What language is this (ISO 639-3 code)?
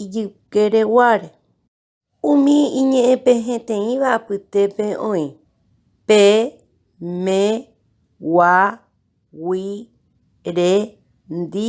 grn